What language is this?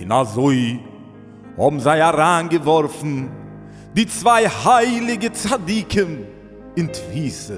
Yiddish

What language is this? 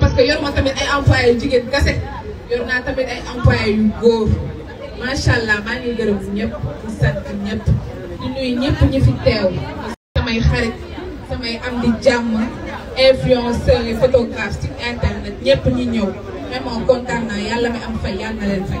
Wolof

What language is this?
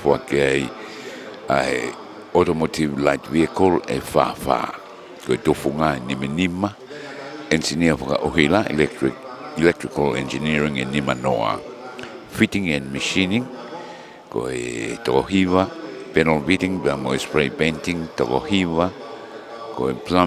Tongan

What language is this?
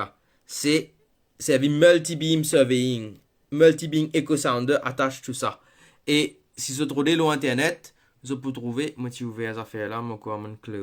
Morisyen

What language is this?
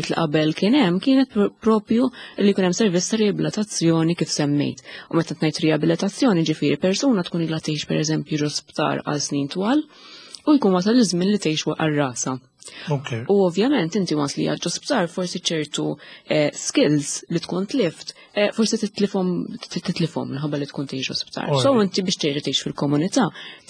Maltese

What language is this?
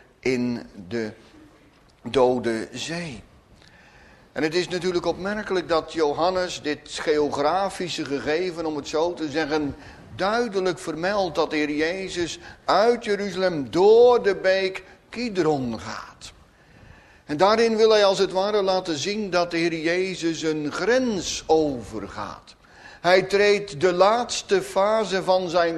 Dutch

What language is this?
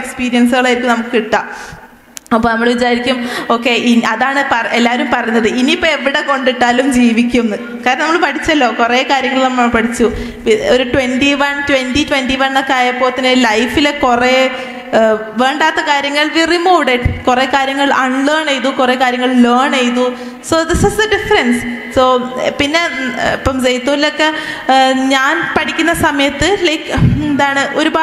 Malayalam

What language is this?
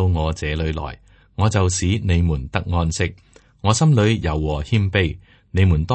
Cantonese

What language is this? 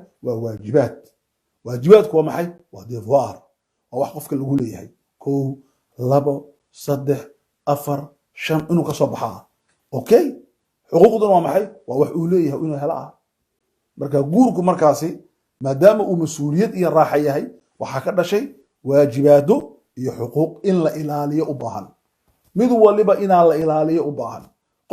Somali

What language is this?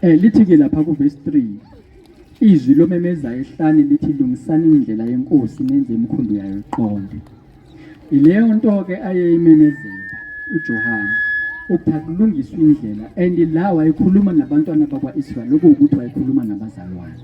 Zulu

